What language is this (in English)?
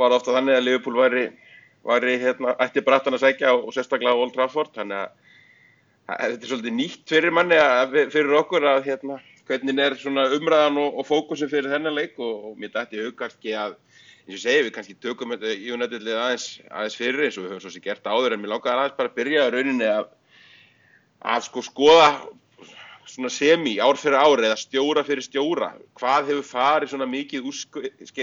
Icelandic